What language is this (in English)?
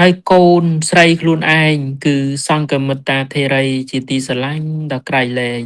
Khmer